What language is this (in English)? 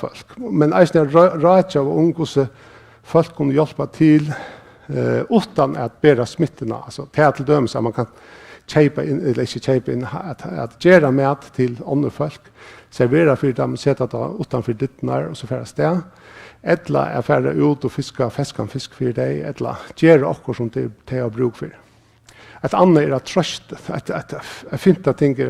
Faroese